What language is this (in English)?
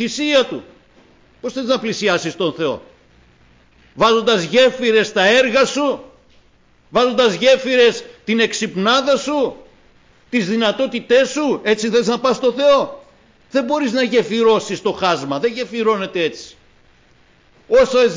Greek